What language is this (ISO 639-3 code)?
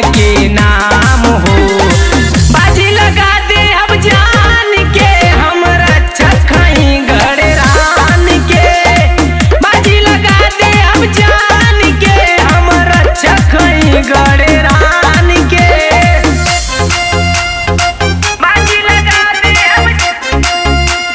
bho